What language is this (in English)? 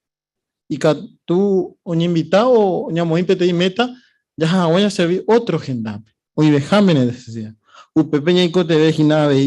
Guarani